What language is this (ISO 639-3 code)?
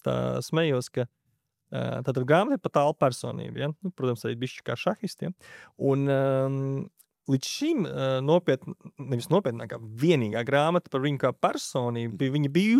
lav